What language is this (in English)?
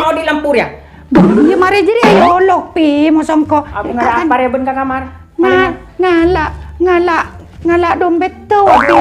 Madurese